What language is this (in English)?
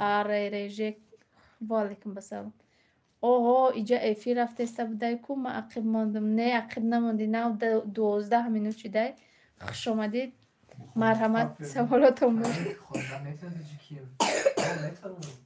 Tajik